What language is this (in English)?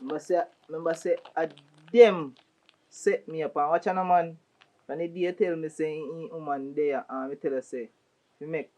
Jamaican Creole English